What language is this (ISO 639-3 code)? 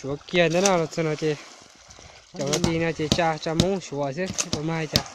hmn